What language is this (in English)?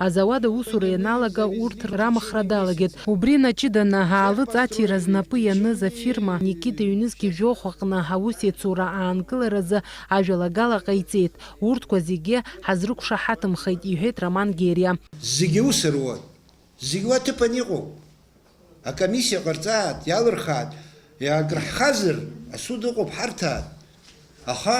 Abkhazian